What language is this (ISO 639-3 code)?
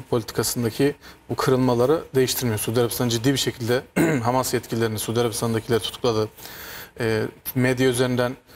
tur